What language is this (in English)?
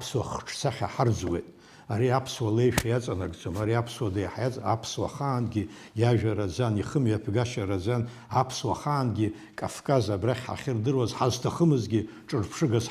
Abkhazian